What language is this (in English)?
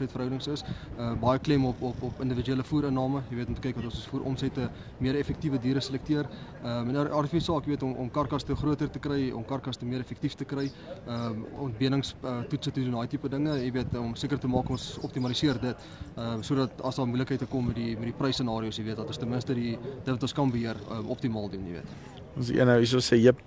Afrikaans